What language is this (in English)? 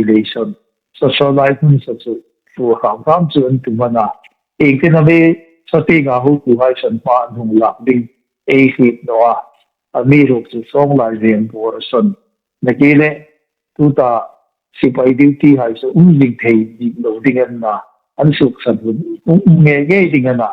Hmar